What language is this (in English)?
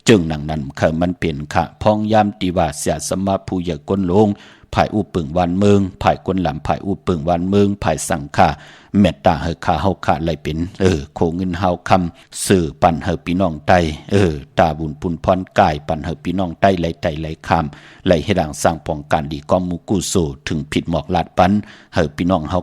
Shan